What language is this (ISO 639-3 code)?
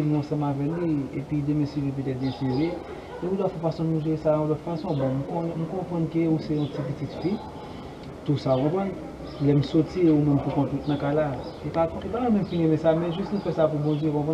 hat